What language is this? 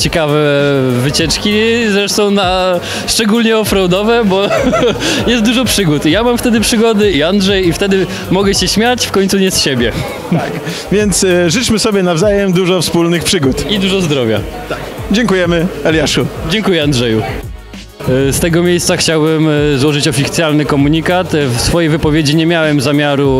Polish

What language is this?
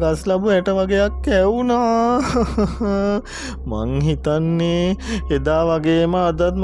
Sinhala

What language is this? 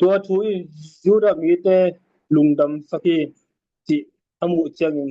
Tedim Chin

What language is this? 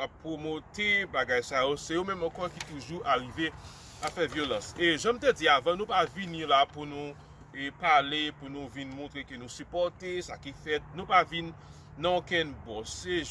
Haitian Creole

